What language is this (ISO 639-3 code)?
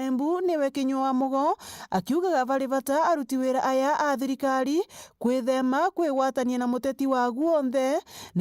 mer